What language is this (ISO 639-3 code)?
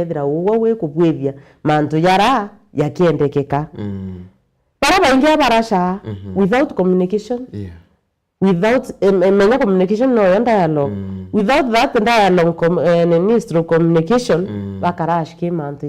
mer